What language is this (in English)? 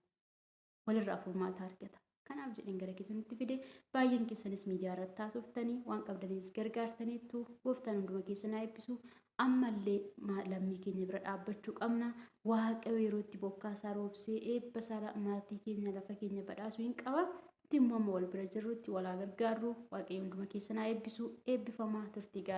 Oromo